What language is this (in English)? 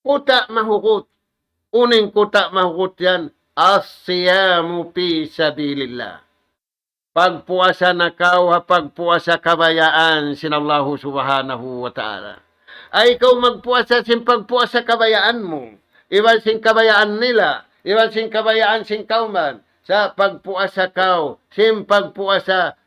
Tausug